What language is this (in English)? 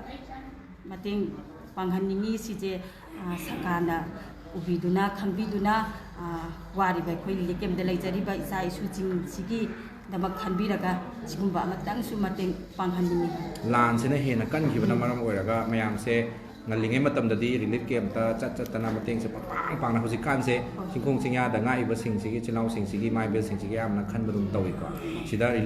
Manipuri